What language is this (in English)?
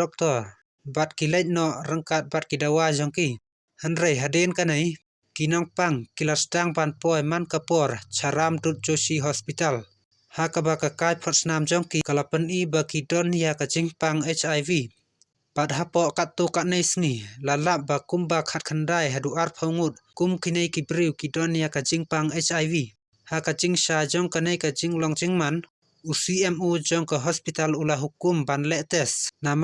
Khasi